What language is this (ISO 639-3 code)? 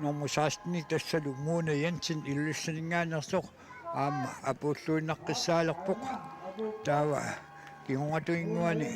kal